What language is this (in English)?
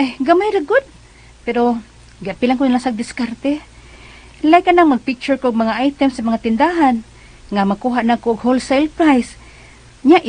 Cebuano